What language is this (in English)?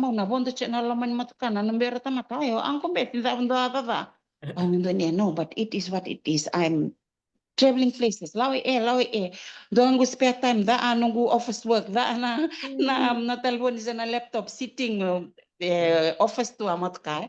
Fijian